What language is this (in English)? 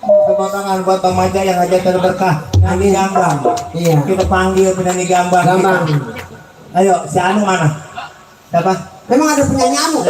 Betawi